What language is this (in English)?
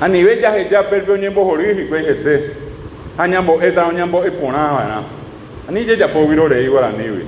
Guarani